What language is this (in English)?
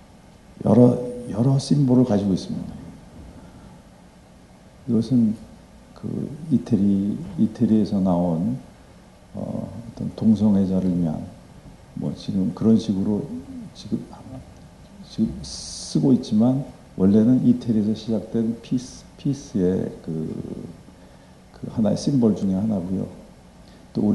Korean